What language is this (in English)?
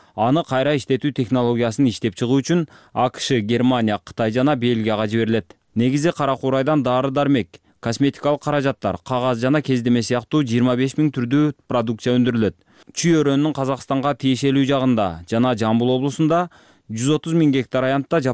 Kyrgyz